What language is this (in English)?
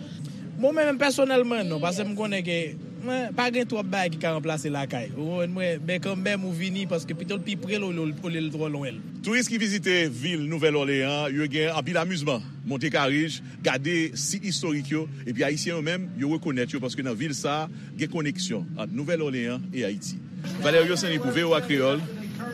Haitian Creole